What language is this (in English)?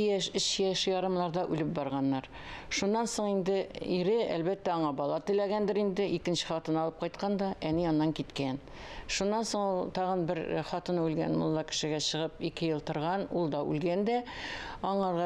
Tatar